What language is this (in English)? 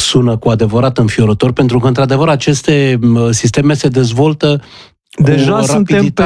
Romanian